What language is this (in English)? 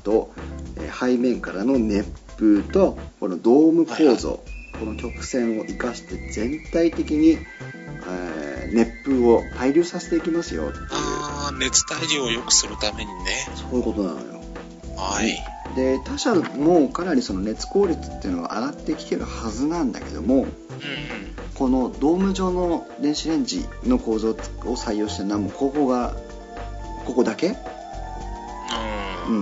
Japanese